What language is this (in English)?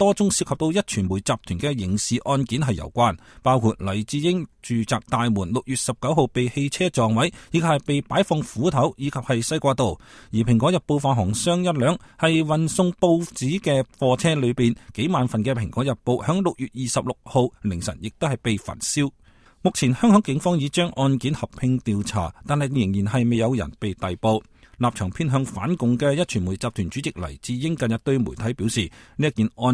Cantonese